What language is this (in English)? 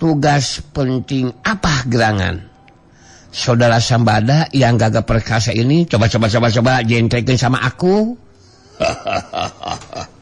Sundanese